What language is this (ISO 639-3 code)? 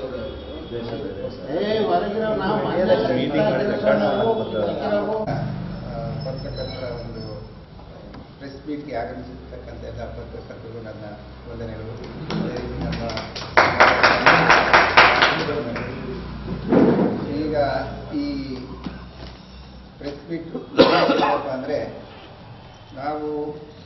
kan